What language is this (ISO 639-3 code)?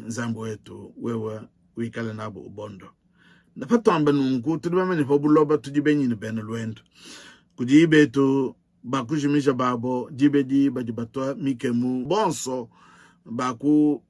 lua